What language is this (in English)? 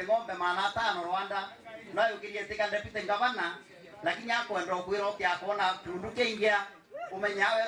Meru